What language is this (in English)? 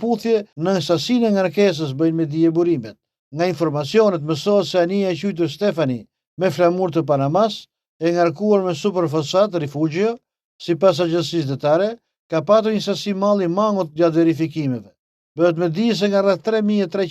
Albanian